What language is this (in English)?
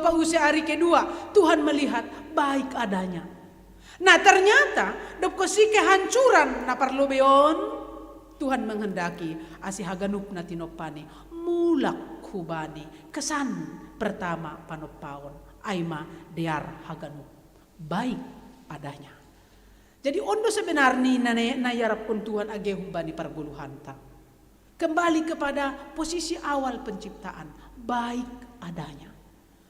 Batak Simalungun